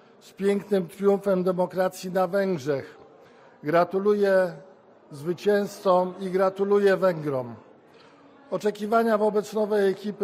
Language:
Polish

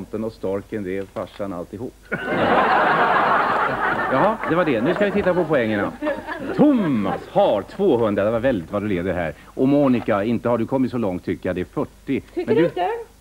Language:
Swedish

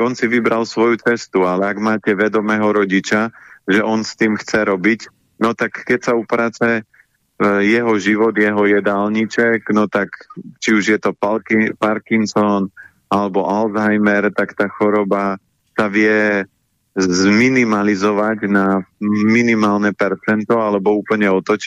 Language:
Slovak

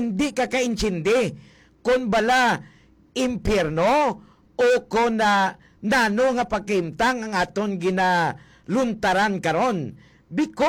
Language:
Hiligaynon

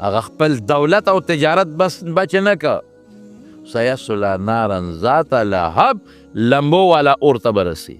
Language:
Pashto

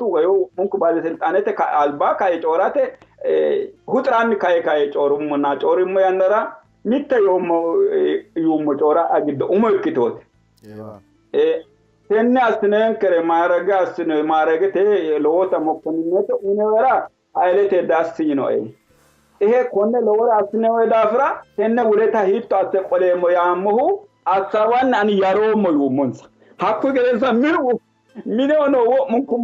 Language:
Sidamo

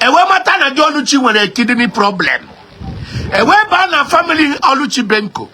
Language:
Igbo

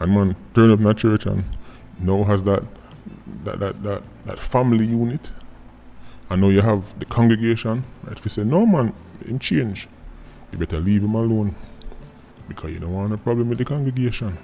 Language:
Jamaican Creole English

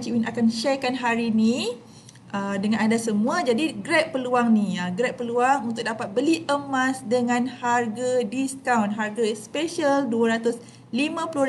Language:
Malay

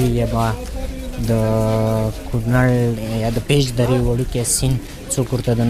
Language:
Pashto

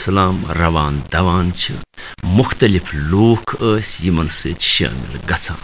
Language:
Kashmiri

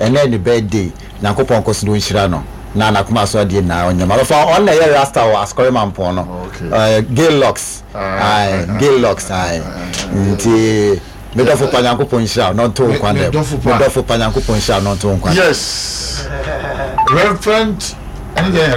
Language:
Akan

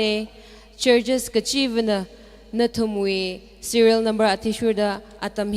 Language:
Tangkhul Naga (India)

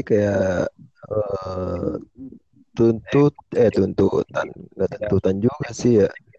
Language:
Indonesian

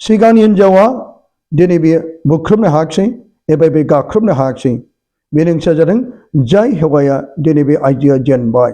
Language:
Bodo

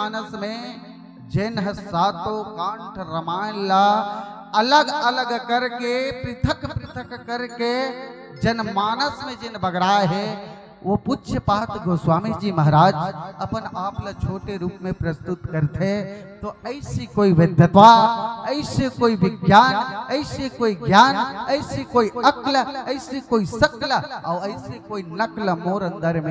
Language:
Chhattisgarhi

